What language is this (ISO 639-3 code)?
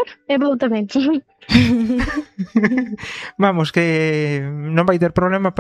glg